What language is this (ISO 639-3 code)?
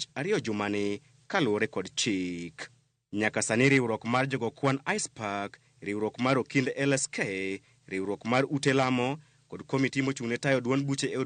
luo